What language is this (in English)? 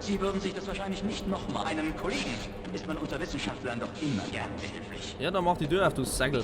Bavarian